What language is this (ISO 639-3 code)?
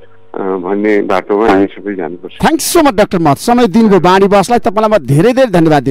nep